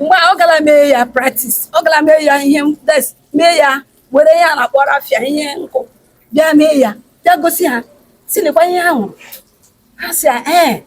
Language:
Igbo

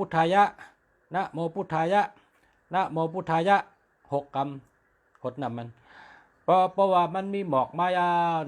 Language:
Shan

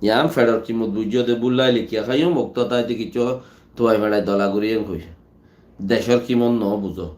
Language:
Rohingya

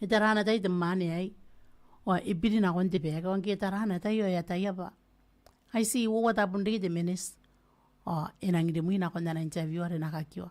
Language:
Gilbertese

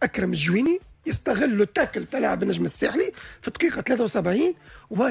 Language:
Tunisian Arabic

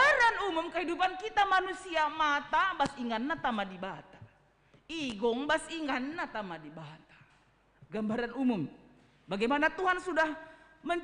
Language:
Batak Karo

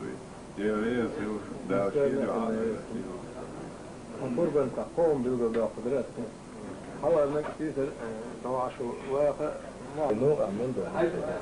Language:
Chechen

